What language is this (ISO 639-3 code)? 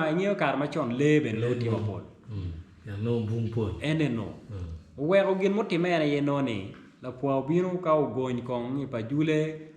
ach